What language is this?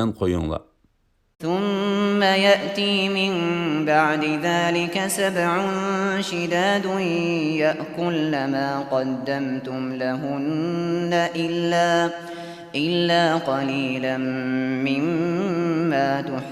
Uyghur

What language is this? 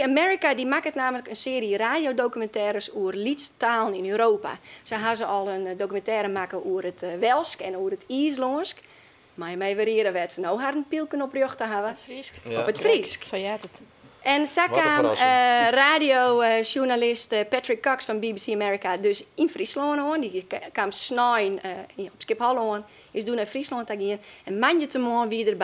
Western Frisian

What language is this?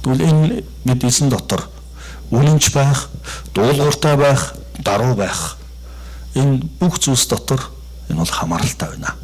Mongolian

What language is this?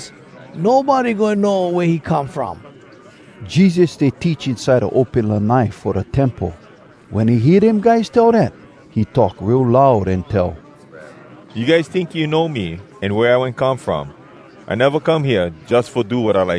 Hawai'i Creole English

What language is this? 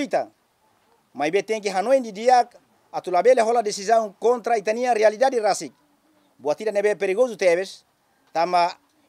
Tetum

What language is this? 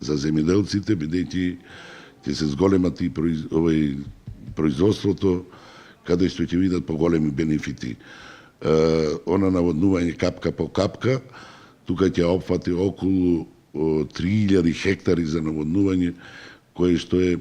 Macedonian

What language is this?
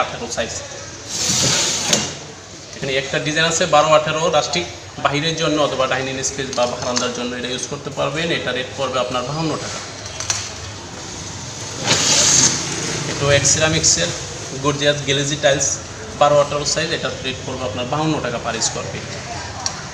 Bangla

